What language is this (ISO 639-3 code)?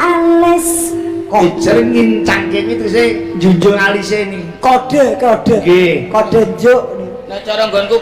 jav